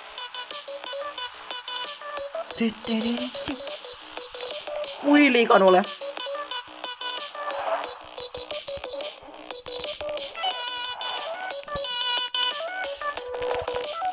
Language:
Finnish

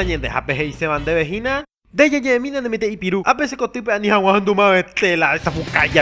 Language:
Guarani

